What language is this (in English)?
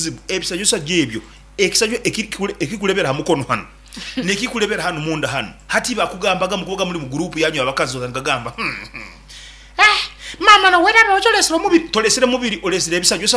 Nyoro